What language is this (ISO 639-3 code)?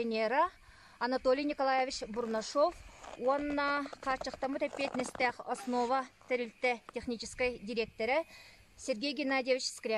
sah